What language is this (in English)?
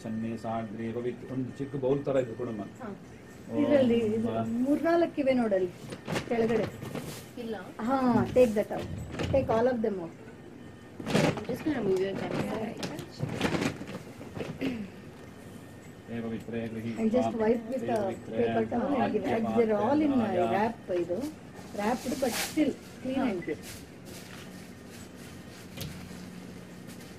Kannada